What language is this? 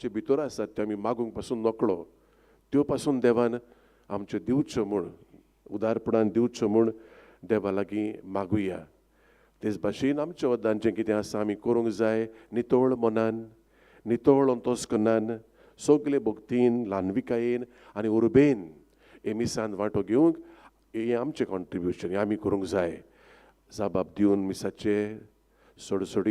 Konkani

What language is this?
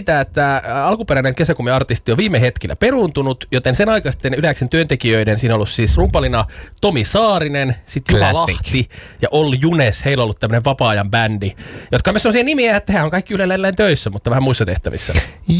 Finnish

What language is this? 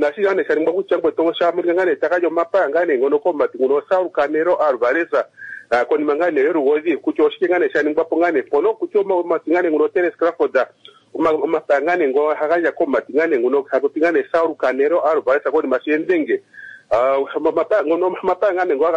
Kuanyama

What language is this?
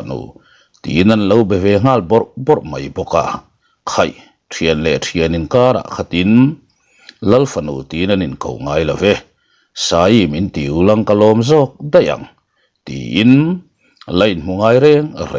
Mizo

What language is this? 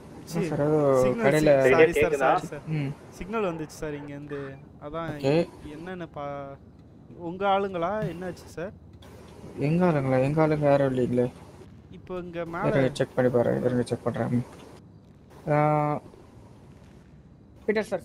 Tamil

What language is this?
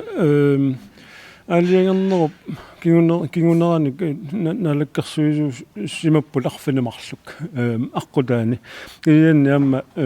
Kalaallisut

